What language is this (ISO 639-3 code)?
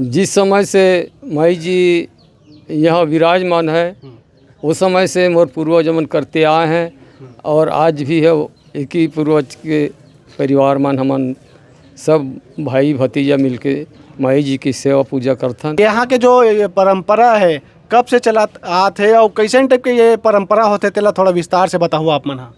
hne